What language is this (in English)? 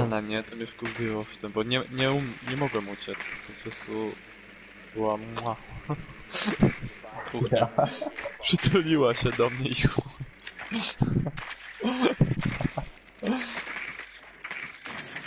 Polish